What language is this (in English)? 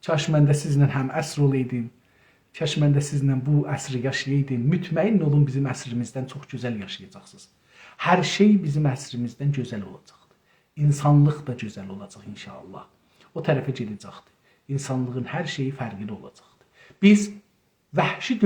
South Azerbaijani